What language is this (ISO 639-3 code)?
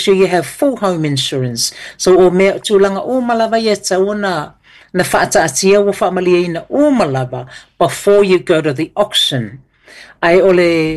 smo